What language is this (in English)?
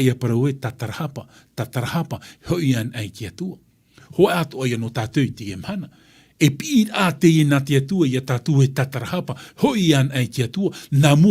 Tahitian